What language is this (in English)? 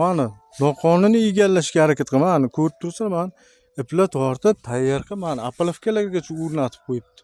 Uzbek